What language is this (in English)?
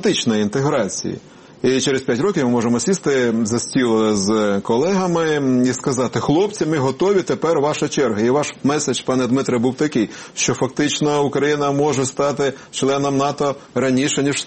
Ukrainian